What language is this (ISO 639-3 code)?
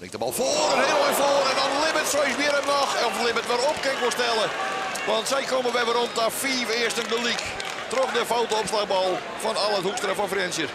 fry